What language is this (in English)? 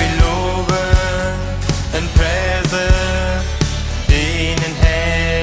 Plautdietsch